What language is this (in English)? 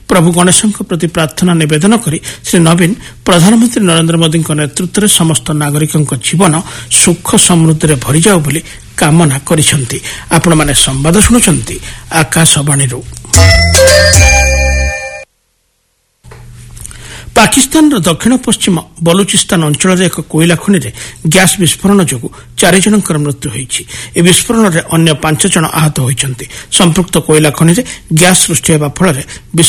Odia